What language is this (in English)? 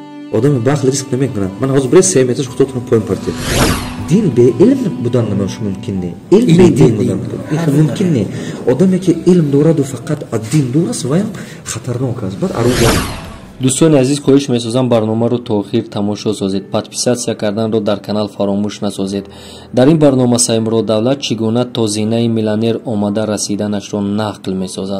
Tajik